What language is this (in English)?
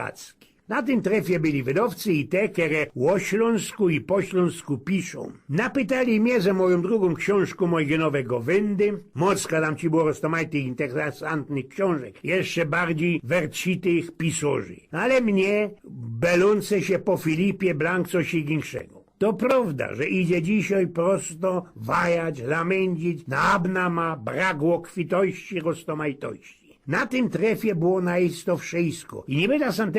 Silesian